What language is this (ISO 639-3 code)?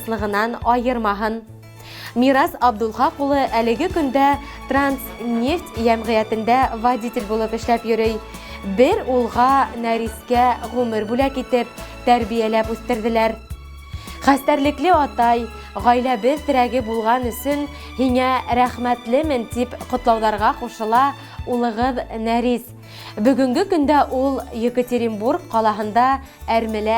bak